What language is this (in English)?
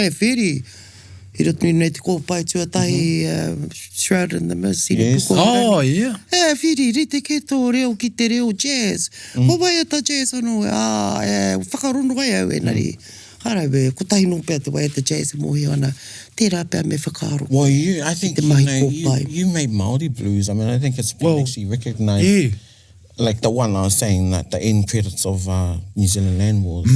Māori